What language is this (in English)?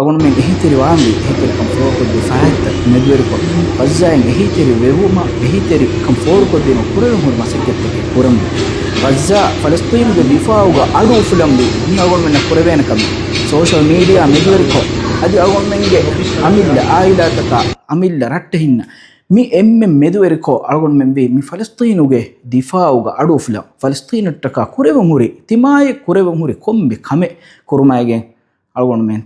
Divehi